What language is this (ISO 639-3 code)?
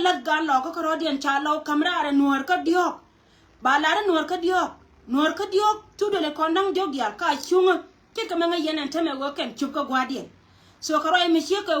nus